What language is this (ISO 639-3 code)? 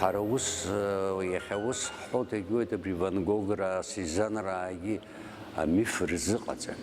abk